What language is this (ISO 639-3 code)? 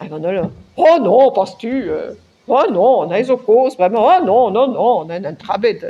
bre